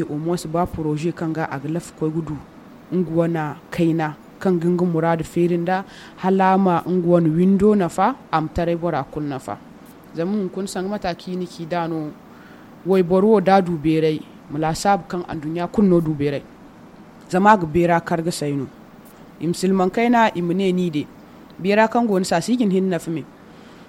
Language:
Zarma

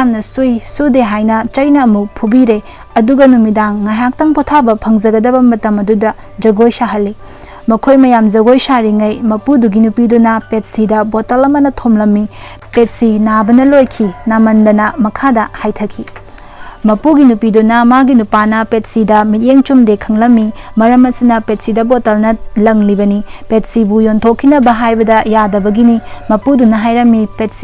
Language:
Manipuri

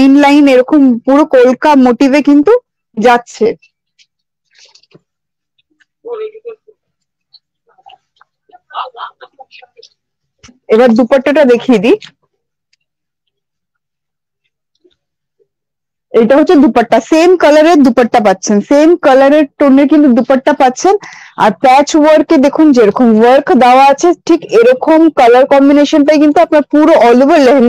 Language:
Bangla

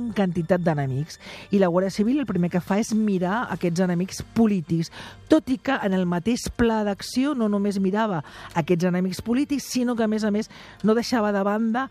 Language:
Catalan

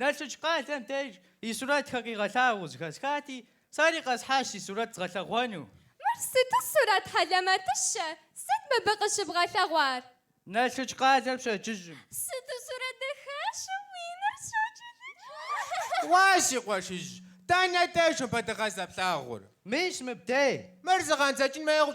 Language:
Kabardian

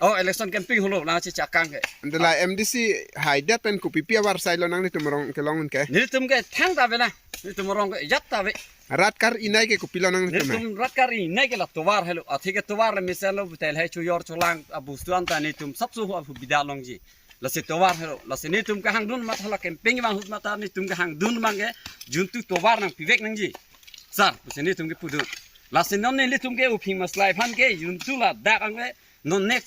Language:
Karbi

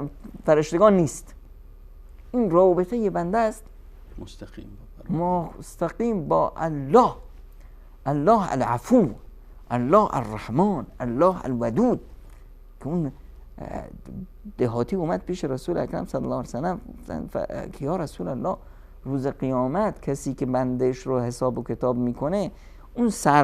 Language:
Persian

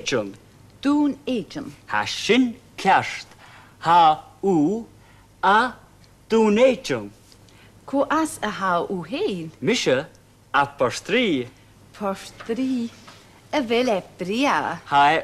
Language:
Scottish Gaelic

